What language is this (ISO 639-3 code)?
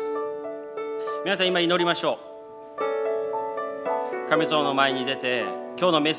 jpn